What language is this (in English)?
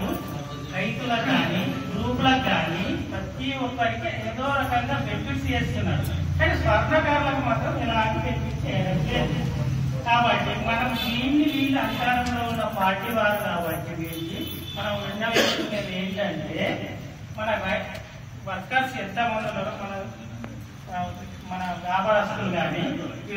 Telugu